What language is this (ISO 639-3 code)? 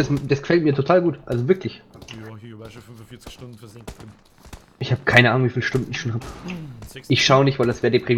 bar